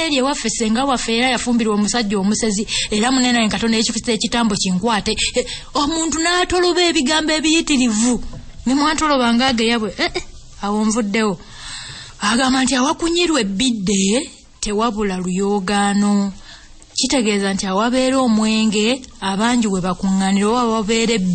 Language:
Ganda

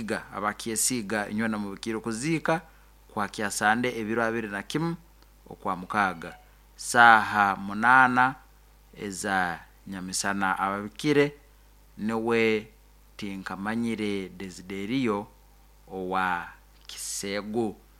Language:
Nyankole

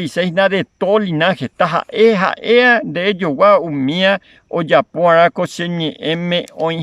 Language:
Guarani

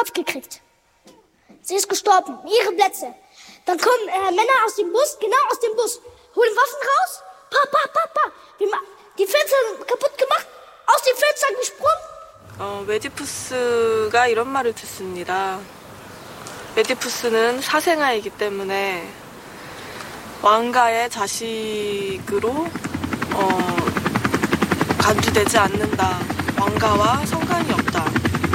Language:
German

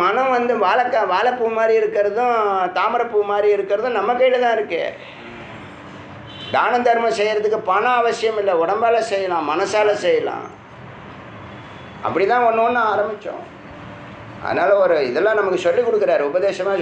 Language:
Tamil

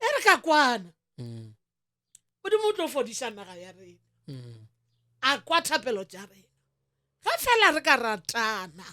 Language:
Northern Sotho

